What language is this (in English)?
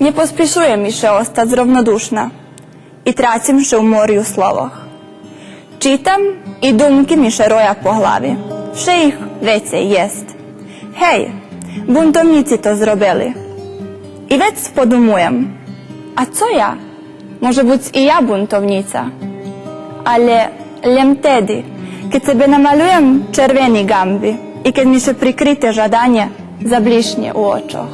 Rusyn